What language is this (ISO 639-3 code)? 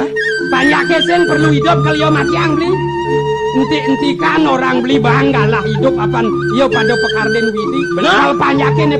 ban